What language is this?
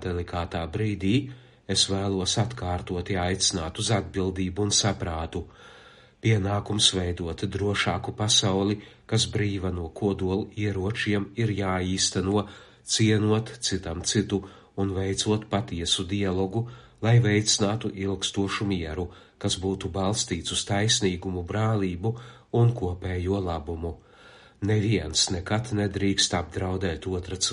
Latvian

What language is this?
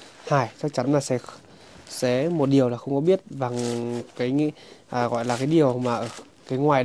Vietnamese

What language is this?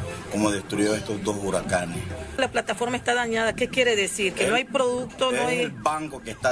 Spanish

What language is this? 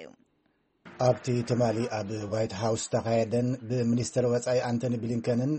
Tigrinya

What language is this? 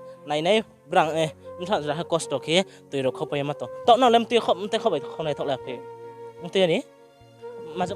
Riang (India)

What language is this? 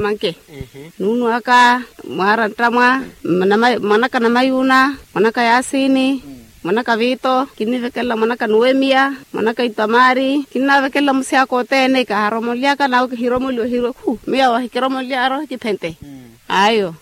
Makhuwa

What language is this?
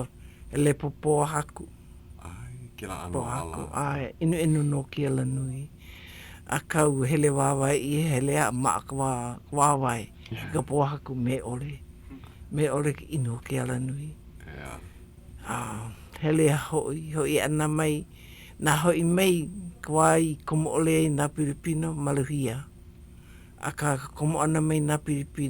Hawaiian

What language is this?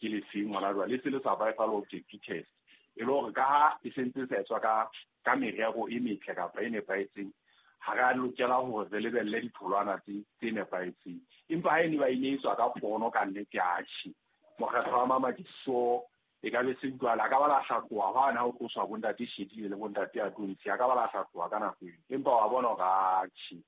Southern Sotho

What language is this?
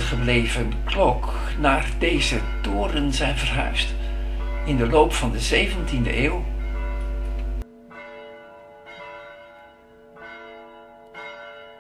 Dutch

